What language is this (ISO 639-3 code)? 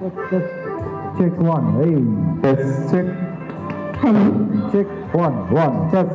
kok